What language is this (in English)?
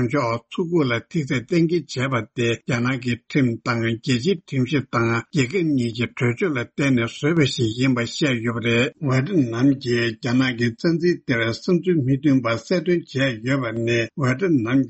Tibetan